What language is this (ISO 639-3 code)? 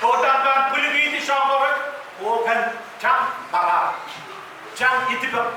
pon